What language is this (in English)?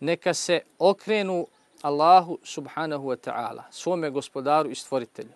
Bosnian